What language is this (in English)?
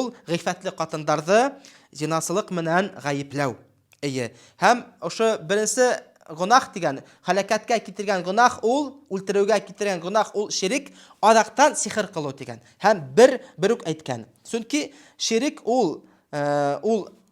Bashkir